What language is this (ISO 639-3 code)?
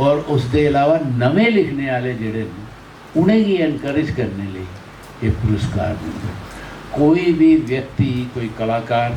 doi